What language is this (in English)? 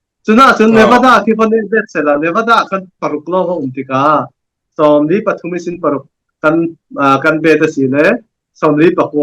Falam Chin